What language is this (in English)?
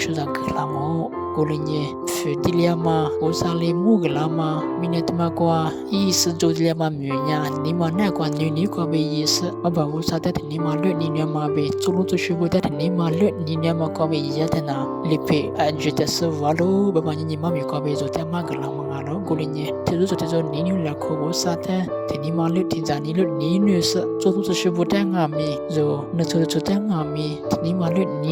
Lisu